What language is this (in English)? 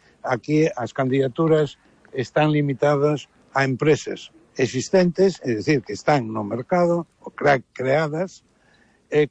Galician